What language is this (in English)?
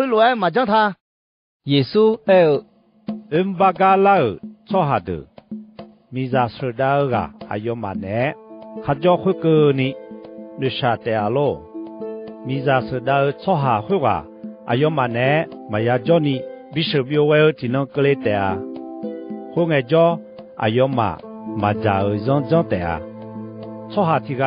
Akha